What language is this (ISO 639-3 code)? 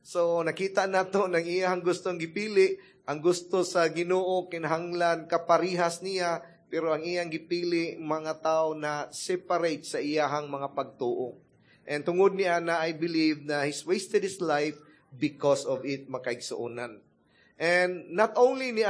ceb